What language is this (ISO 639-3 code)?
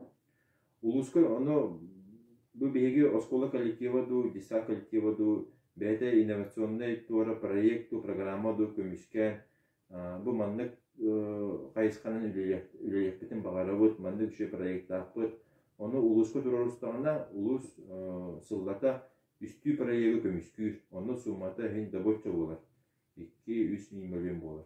sah